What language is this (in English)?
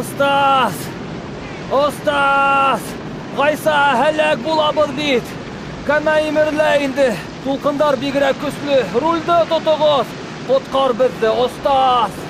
Bashkir